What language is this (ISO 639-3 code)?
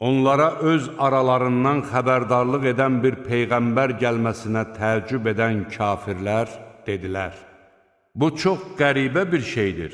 aze